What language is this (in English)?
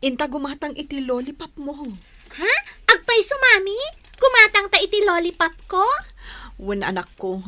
Iloko